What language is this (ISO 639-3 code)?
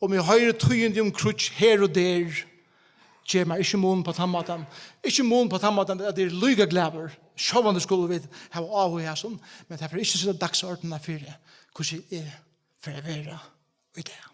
fao